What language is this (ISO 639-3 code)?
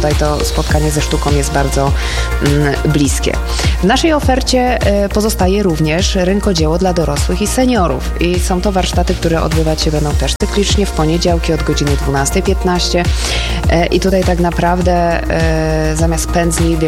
pol